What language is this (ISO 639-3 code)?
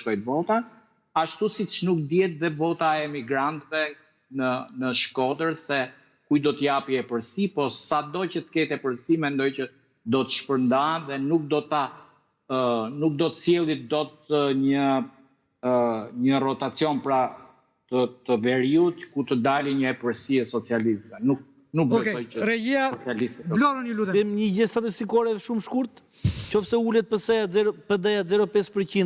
sqi